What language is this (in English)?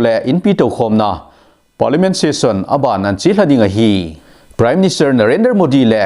Thado Chin